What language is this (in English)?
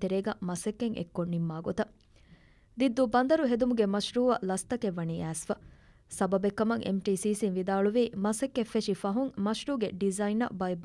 Divehi